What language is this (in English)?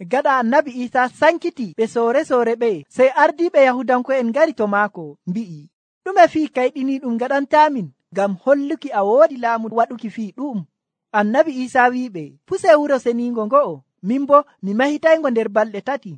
Nigerian Fulfulde